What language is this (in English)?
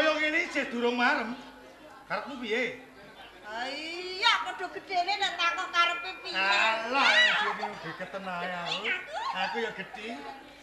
Javanese